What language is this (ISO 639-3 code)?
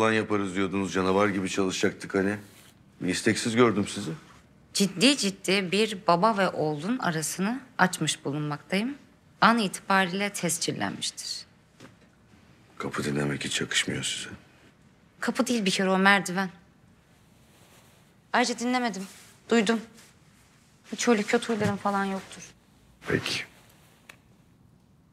tur